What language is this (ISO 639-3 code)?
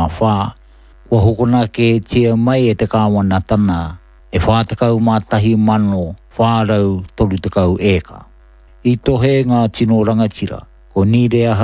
mri